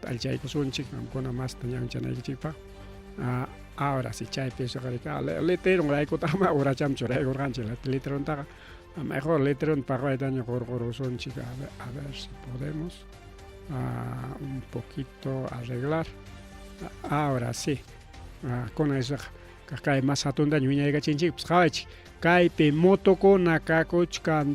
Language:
Ayacucho Quechua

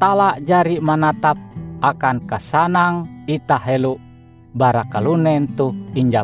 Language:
Ngaju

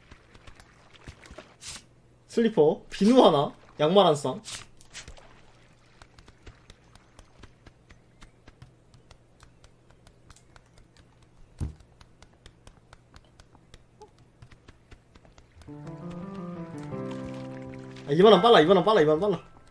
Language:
Korean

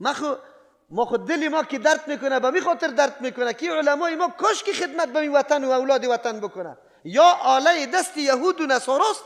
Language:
Persian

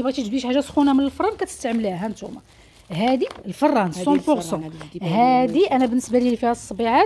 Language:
Moroccan Arabic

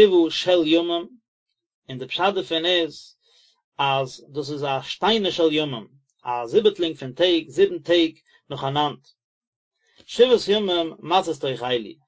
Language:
Yiddish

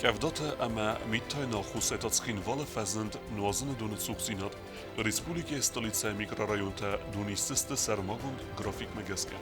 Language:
Ossetic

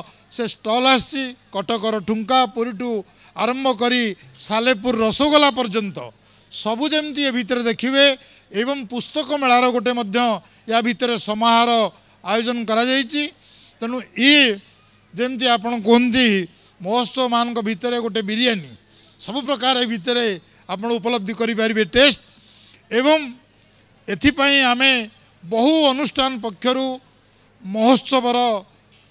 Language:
Odia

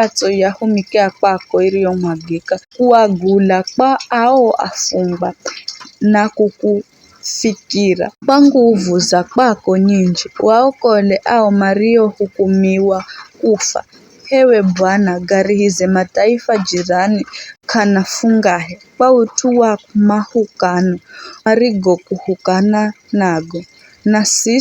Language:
Giryama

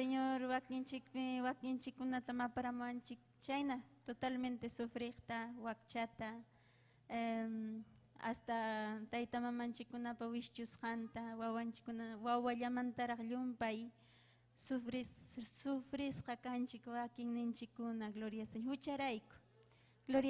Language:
Ayacucho Quechua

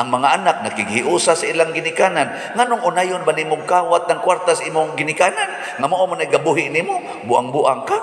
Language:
Cebuano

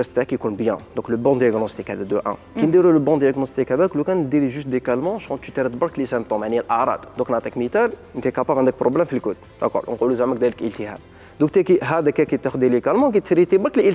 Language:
Algerian Arabic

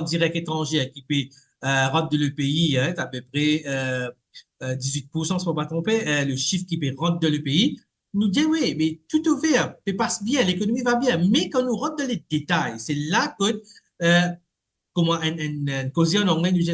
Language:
Morisyen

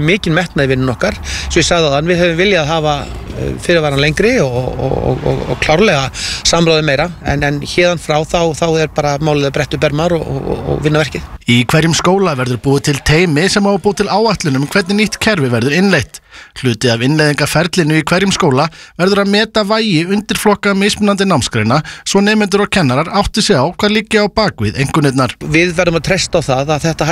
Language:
Icelandic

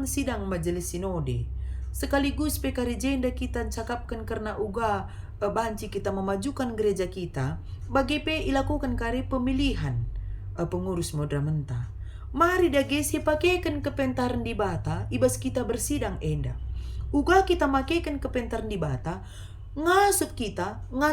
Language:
Batak Karo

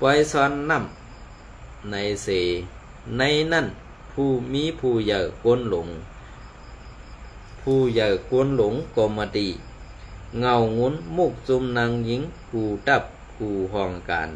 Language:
Shan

